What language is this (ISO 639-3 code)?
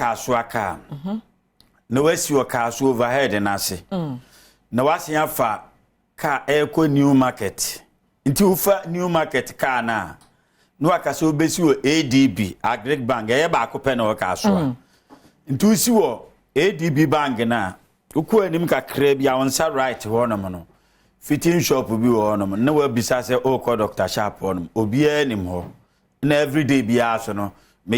aka